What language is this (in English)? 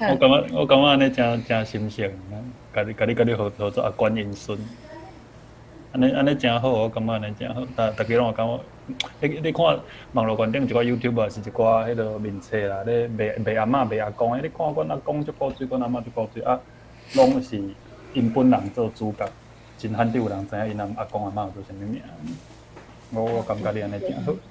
Min Nan Chinese